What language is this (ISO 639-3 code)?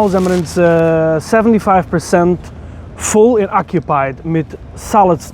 yid